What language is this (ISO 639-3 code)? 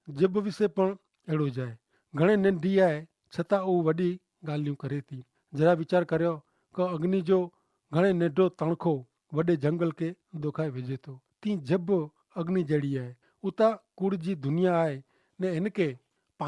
kfr